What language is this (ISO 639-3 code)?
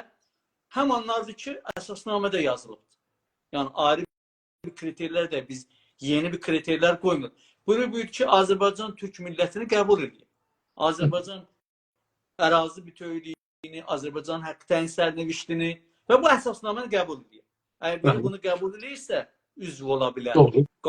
azb